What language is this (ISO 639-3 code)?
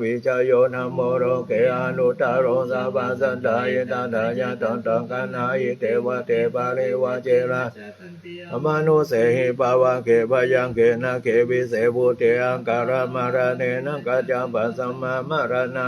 pli